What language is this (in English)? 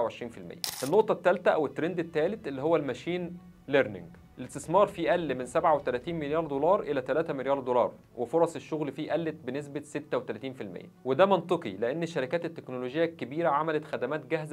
Egyptian Arabic